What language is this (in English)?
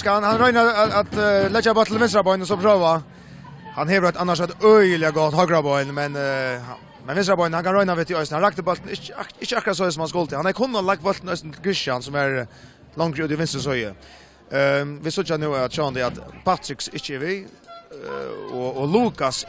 Faroese